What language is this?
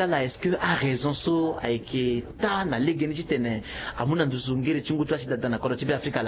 Sango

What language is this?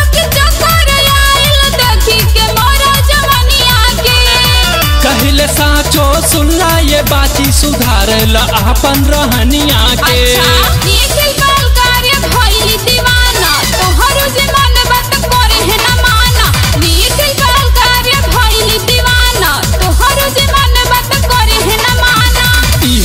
Bhojpuri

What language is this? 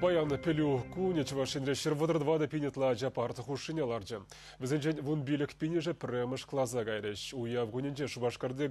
Chuvash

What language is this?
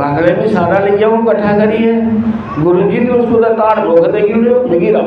Dogri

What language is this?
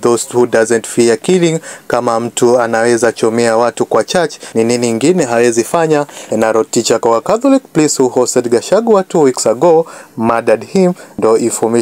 Kikuyu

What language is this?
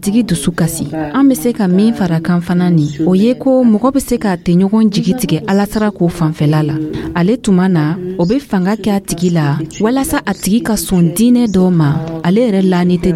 Dyula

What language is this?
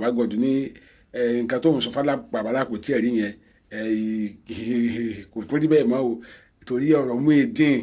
Yoruba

